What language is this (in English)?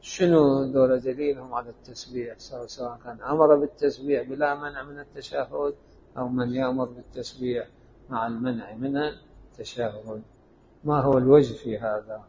Mesopotamian Arabic